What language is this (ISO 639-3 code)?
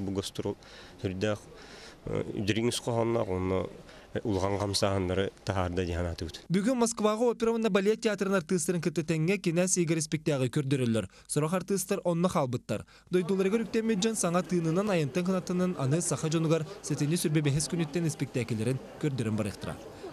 sah